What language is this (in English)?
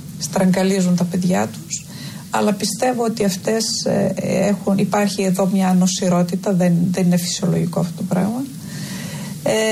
Greek